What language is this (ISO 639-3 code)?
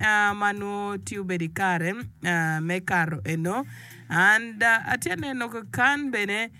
ach